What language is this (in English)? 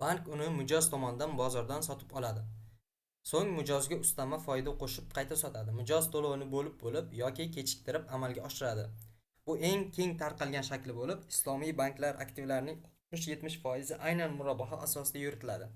Uzbek